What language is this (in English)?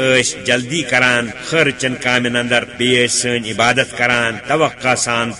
Kashmiri